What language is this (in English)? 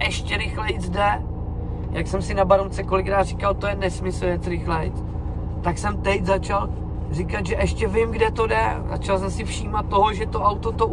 Czech